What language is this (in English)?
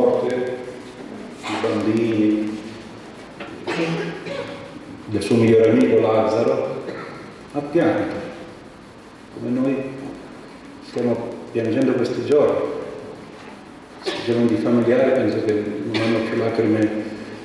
Italian